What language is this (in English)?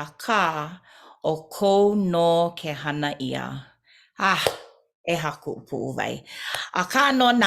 Hawaiian